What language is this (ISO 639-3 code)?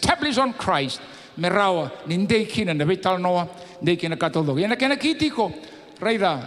fij